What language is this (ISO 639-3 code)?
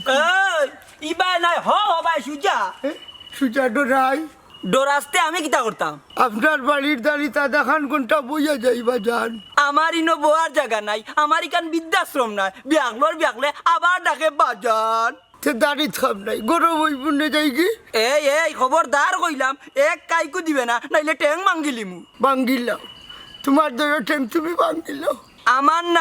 syl